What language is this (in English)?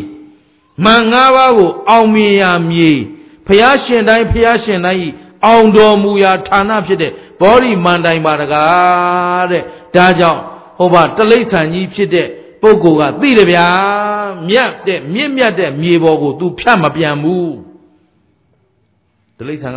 Burmese